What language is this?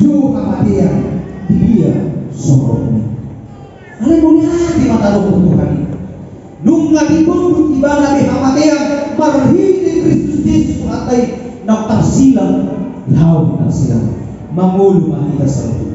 Batak Toba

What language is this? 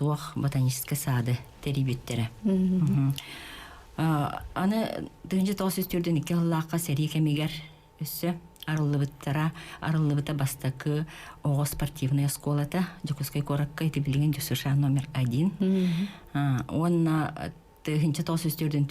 Yakut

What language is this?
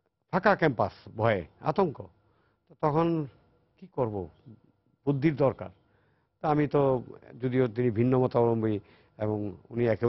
Bangla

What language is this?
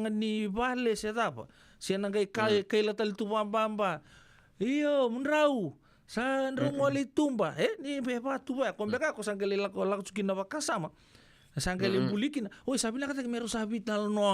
Fijian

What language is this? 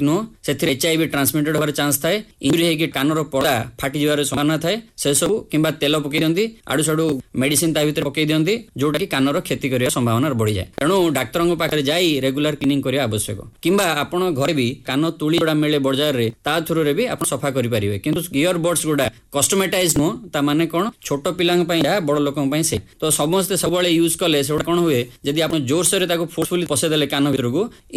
Odia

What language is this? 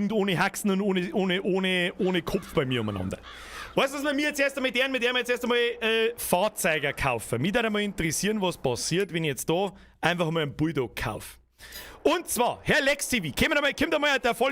Bavarian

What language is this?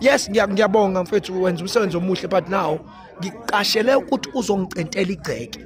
Zulu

